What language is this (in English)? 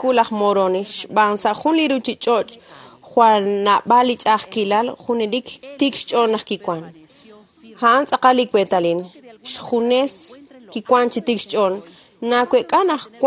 Kekchí